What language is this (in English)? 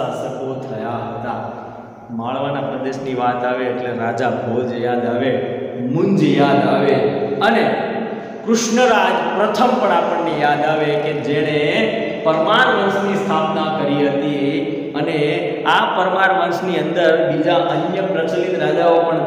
Gujarati